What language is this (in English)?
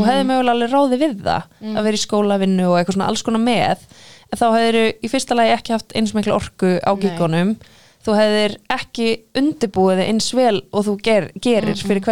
Icelandic